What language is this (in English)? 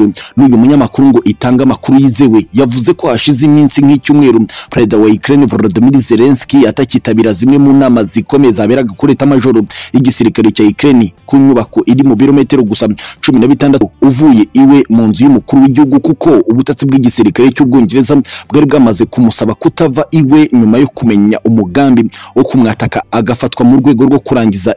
Kinyarwanda